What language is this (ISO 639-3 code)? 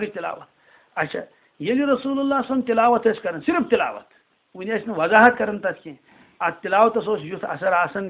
kas